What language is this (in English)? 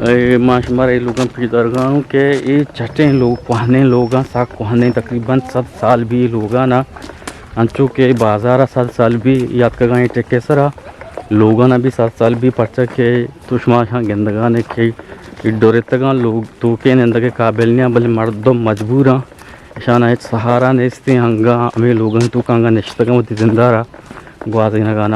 Eastern Balochi